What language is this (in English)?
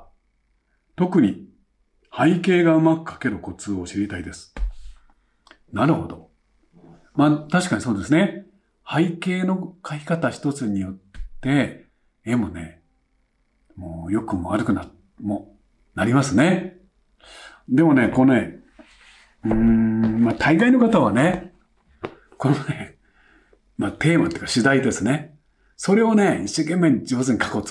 Japanese